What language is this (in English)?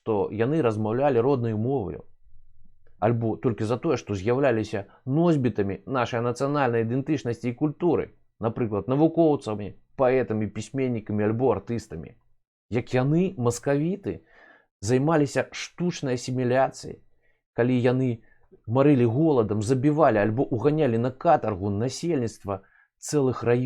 Belarusian